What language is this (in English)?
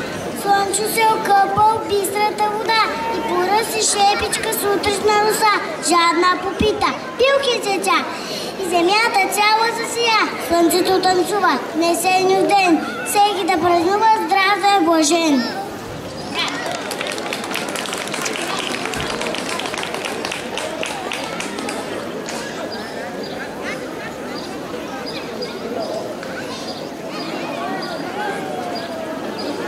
Bulgarian